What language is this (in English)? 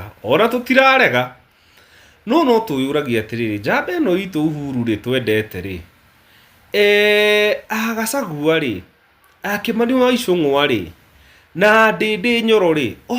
Kikuyu